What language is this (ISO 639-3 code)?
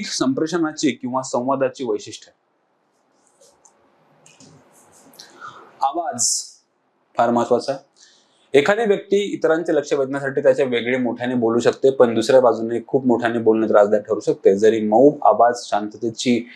mar